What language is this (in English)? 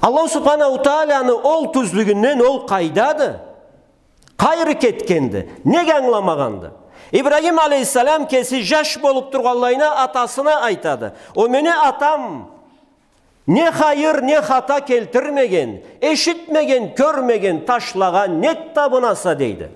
Karachay-Balkar